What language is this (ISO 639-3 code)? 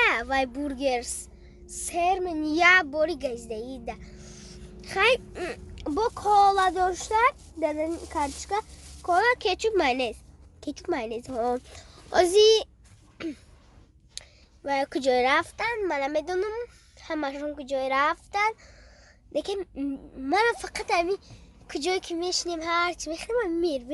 tgk